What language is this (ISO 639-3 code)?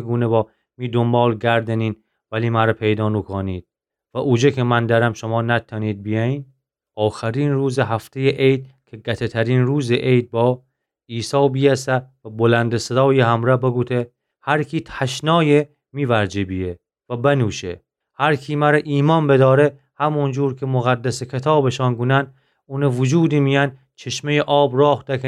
glk